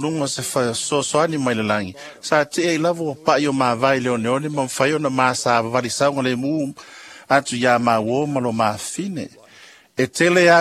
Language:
Samoan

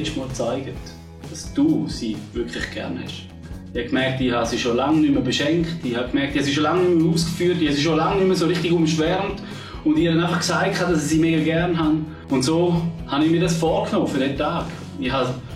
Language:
Swiss German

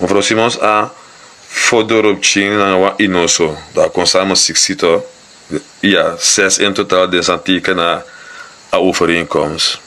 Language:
Sranan Tongo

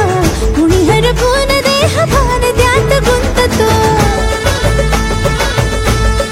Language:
Marathi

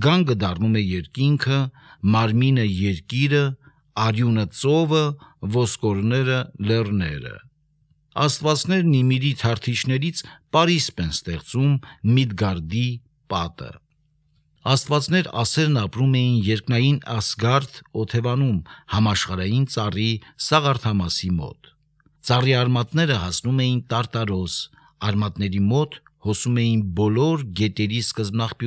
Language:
Armenian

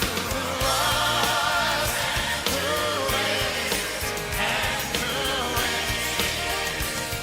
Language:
Ewe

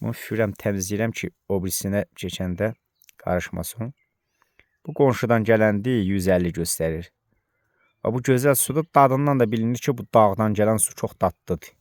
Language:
Azerbaijani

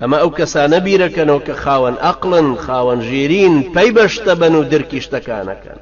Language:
Central Kurdish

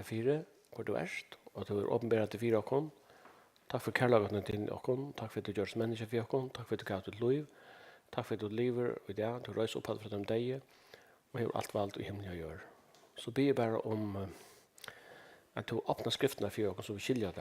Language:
Faroese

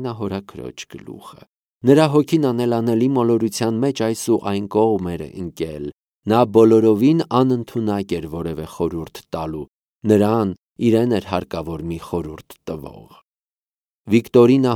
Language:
Armenian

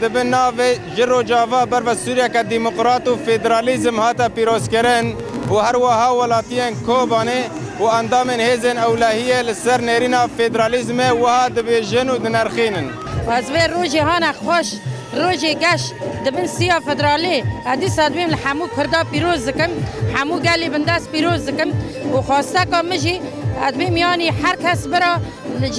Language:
Kurdish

